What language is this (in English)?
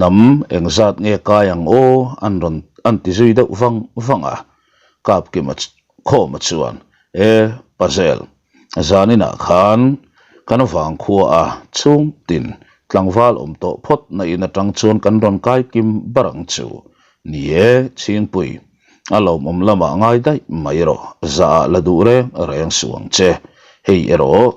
Mizo